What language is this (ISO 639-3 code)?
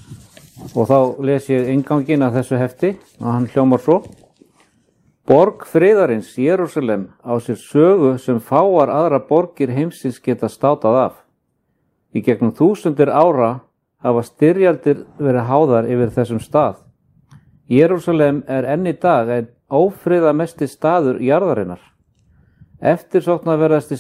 isl